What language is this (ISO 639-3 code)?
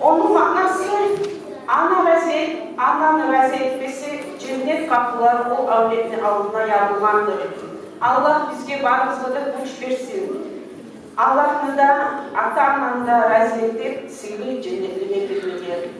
kum